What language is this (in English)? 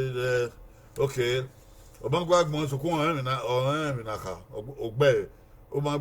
Bini